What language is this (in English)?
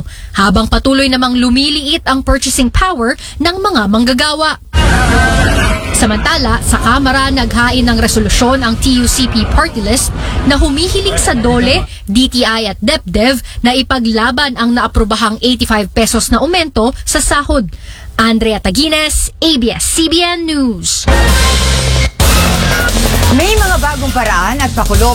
Filipino